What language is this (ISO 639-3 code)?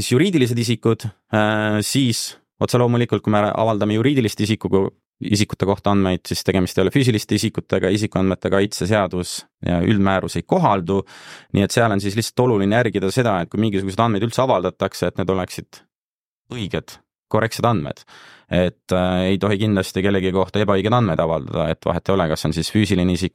est